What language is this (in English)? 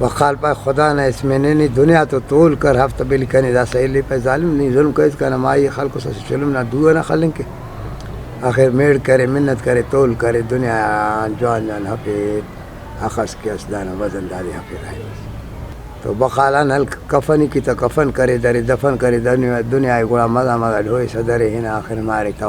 Brahui